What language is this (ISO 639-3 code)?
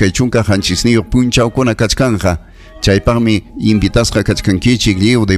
quy